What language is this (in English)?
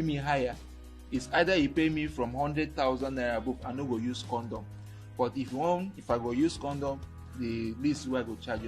Nigerian Pidgin